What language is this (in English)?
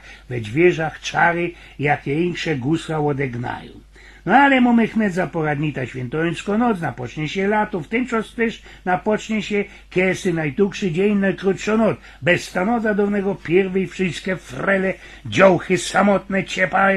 Silesian